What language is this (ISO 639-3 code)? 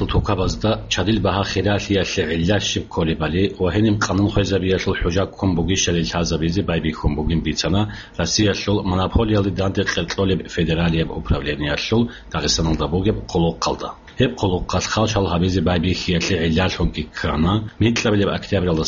ava